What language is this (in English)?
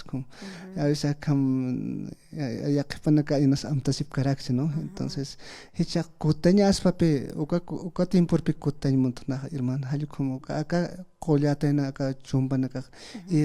Aymara